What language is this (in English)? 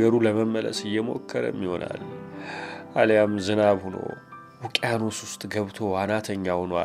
Amharic